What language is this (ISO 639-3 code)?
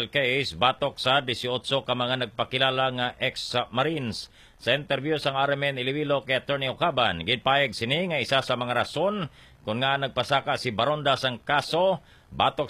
hil